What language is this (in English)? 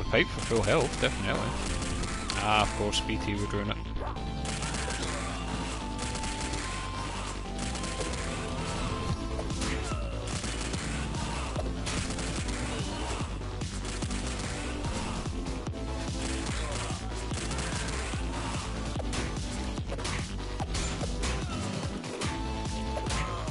English